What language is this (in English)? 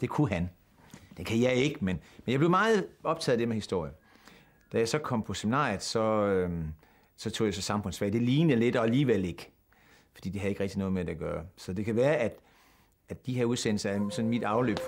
Danish